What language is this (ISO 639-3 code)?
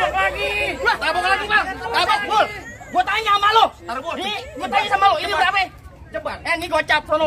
bew